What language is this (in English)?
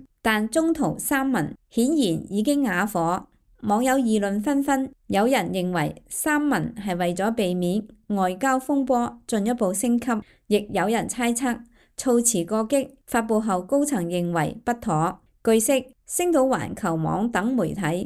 Cantonese